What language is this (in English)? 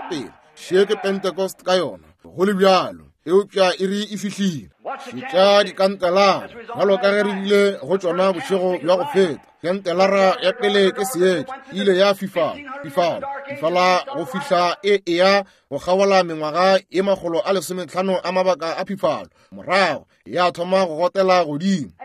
Northern Sotho